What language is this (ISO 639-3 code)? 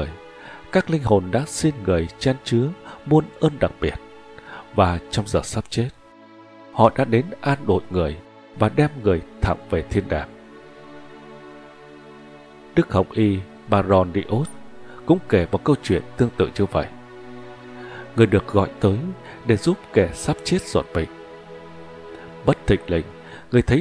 vie